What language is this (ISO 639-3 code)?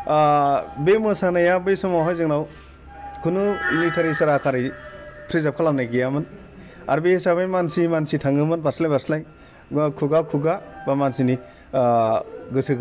brx